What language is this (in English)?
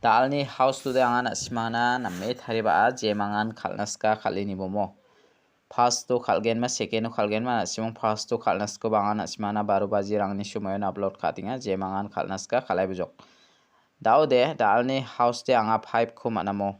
Garo